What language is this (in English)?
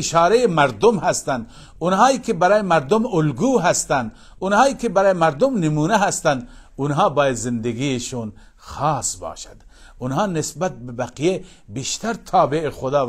Persian